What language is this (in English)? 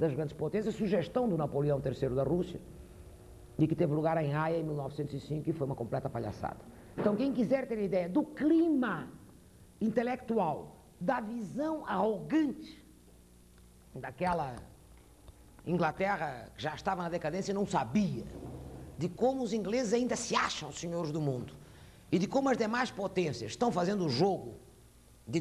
Portuguese